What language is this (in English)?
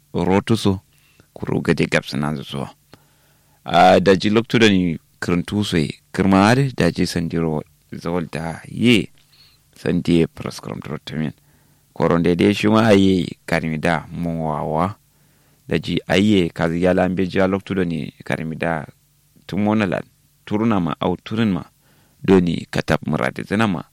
Kanuri